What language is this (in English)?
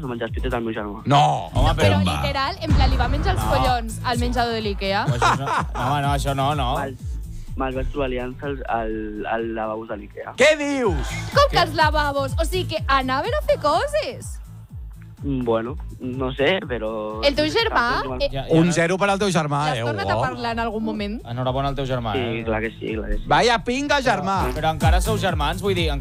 Catalan